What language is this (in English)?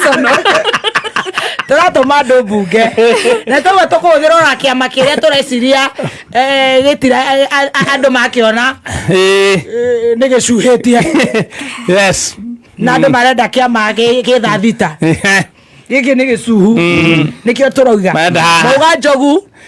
Kikuyu